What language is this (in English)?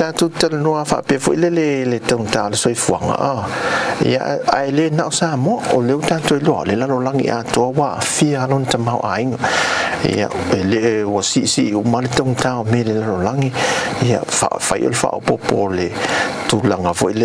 Samoan